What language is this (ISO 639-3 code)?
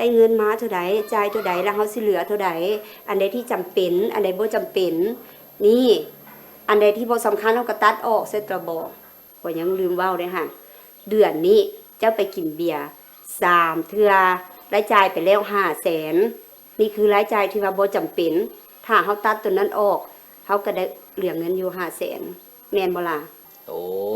lao